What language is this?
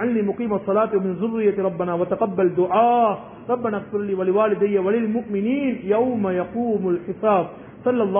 Tamil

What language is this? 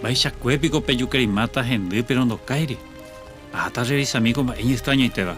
Guarani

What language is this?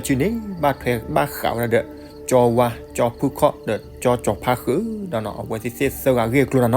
S'gaw Karen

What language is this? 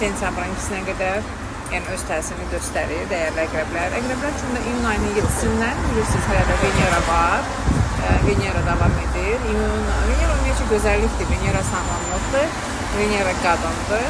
Azerbaijani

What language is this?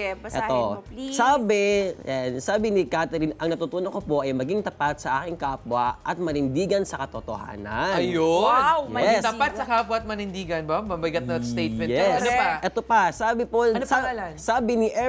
Filipino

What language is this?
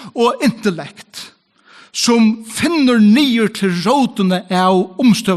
Faroese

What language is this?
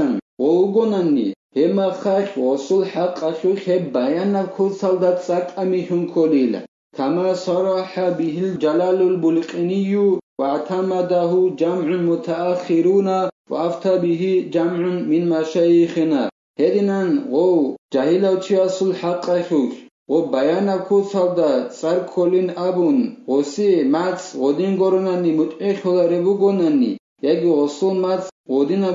Avaric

